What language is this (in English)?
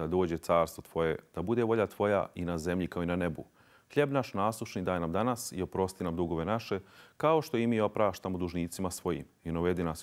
Bosnian